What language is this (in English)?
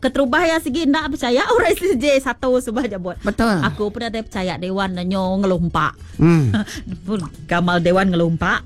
Iban